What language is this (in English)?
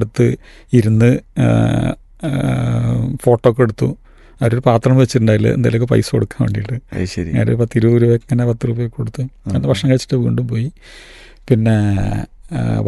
Malayalam